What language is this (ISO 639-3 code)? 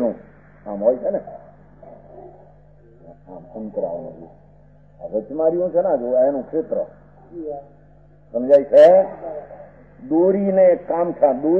guj